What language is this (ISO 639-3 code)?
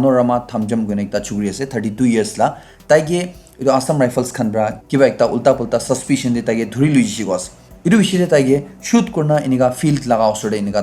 nag